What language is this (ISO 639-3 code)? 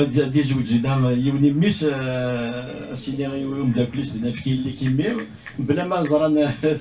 kab